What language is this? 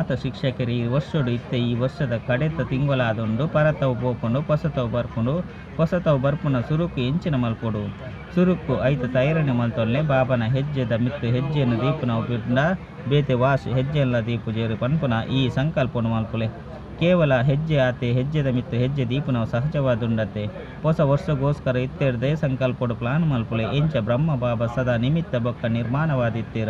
Tulu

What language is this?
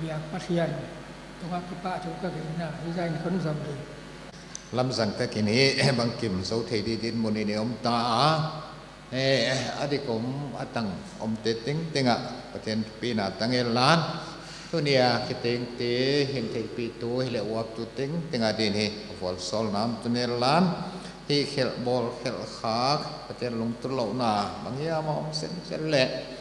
Paite Chin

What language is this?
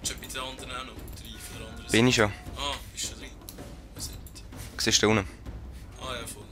Swiss German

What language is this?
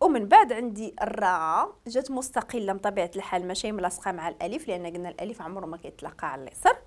Moroccan Arabic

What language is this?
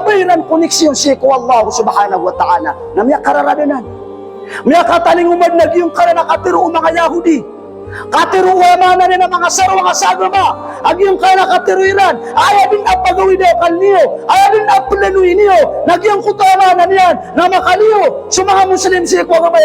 Maranao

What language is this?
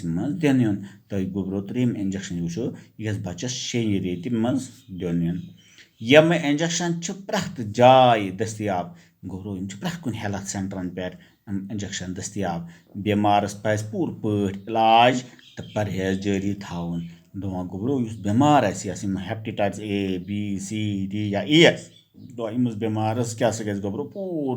Kashmiri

